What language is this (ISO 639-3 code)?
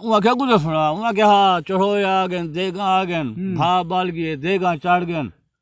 skr